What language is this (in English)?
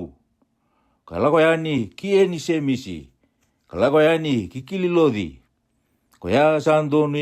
Fijian